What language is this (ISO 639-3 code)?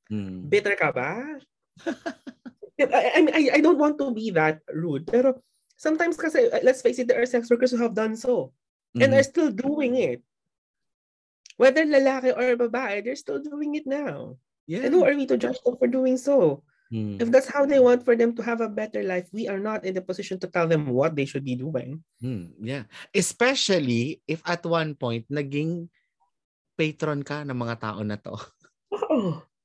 fil